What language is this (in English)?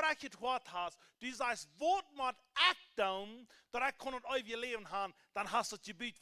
Plautdietsch